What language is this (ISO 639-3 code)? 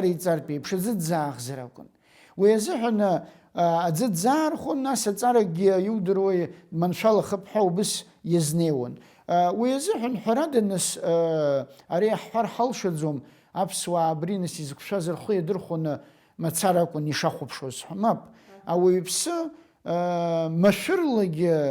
abk